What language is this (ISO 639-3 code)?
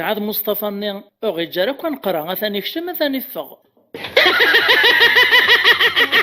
kab